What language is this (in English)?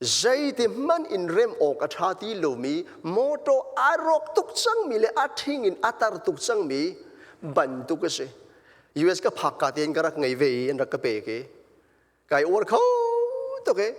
Hakha Chin